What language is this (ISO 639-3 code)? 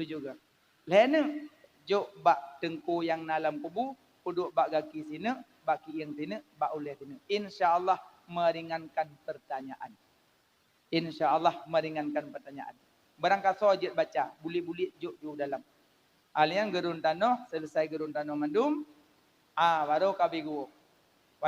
ace